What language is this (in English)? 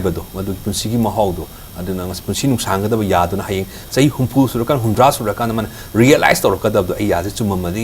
Manipuri